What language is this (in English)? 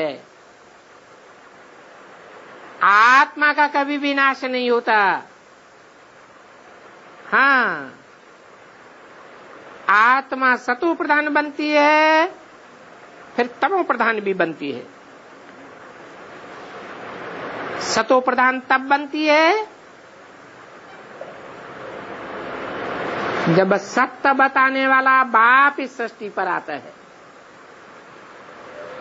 Hindi